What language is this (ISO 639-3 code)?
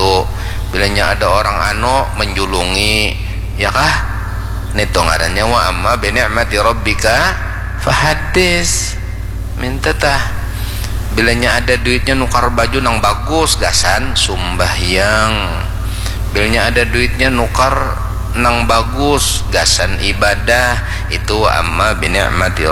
bjn